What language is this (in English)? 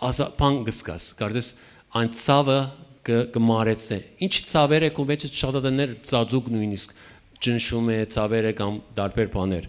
Western Armenian